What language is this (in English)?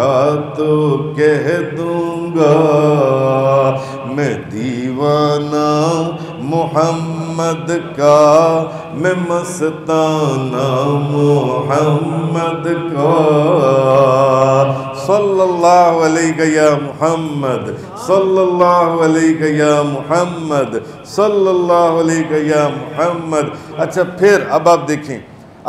Urdu